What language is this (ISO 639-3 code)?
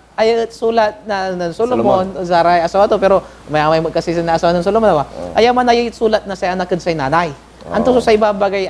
pag